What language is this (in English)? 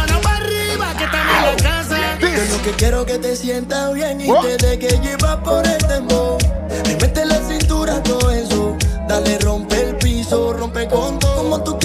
Spanish